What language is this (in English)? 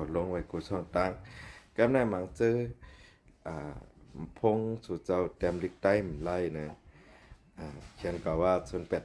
Shan